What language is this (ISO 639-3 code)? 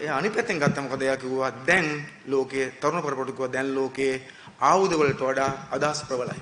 sin